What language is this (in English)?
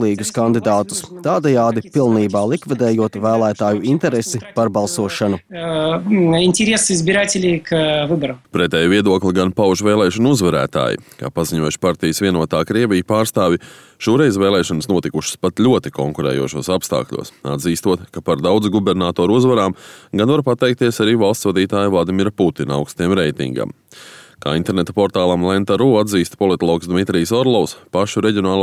Latvian